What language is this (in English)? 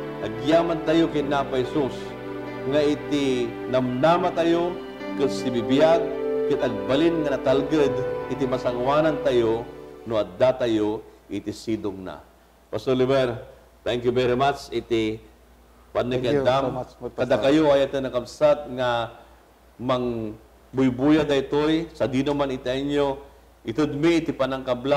Iloko